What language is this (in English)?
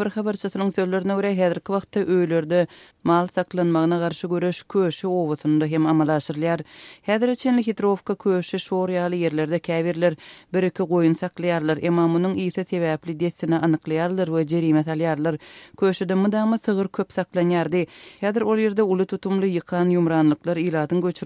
Turkmen